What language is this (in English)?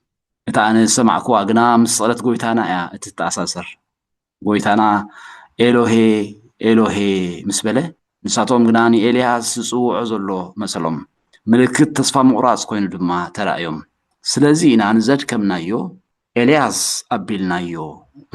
Tigrinya